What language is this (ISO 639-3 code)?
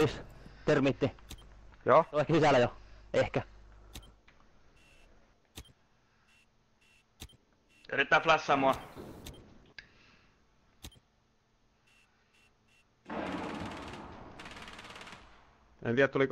fin